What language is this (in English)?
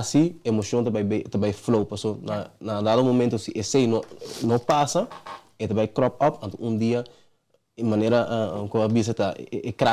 Papiamento